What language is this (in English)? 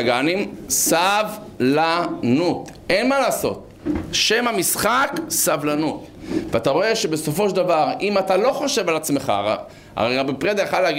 Hebrew